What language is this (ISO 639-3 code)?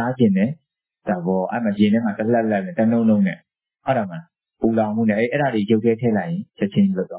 mya